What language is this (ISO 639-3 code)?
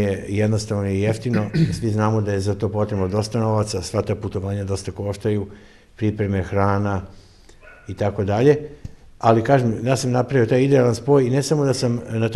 srp